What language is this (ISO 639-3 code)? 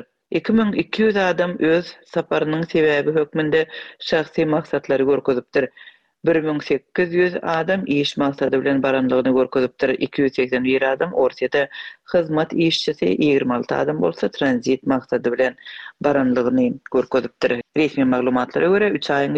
tuk